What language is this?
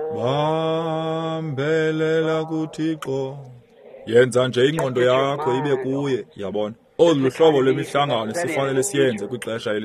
Xhosa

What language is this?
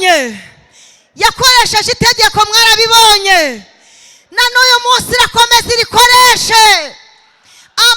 Kinyarwanda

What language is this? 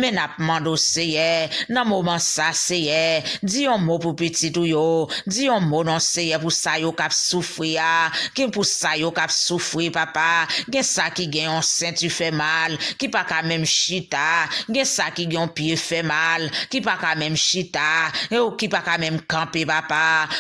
Haitian Creole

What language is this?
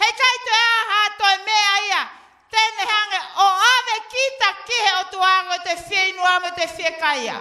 Tongan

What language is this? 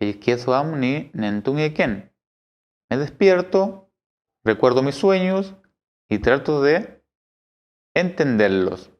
Mapuche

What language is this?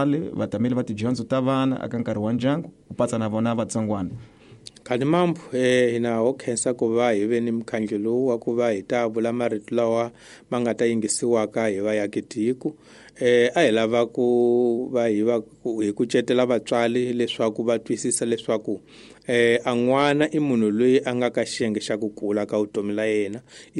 Tsonga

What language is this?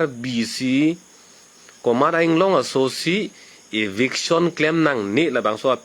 Karbi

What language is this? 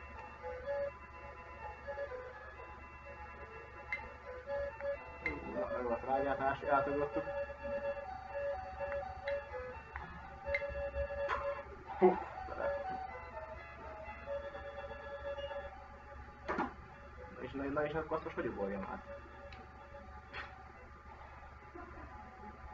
Hungarian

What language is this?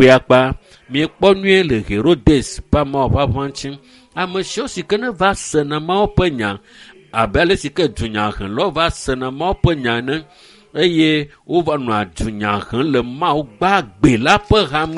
Ewe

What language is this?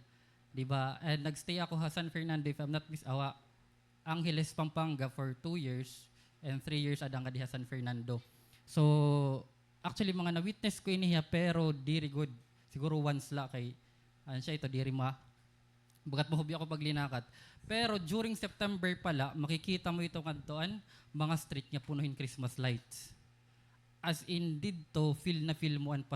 Waray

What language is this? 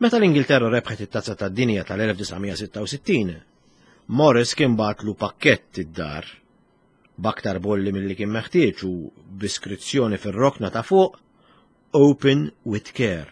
Maltese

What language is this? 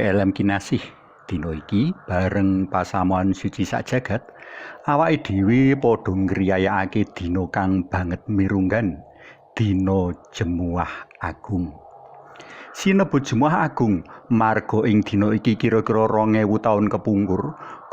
Javanese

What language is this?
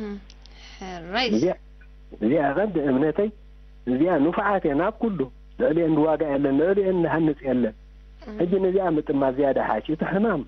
Tigrinya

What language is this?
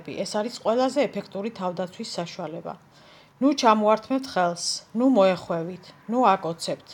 Georgian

